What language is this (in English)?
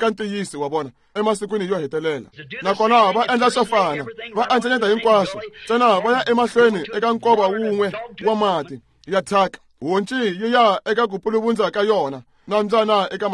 Tsonga